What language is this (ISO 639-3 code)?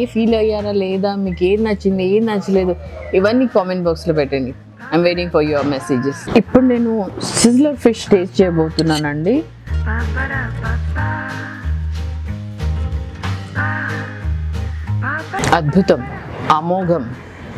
tel